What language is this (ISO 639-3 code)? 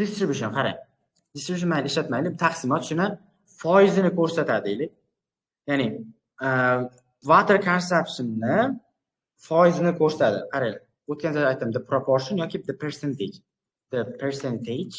uzb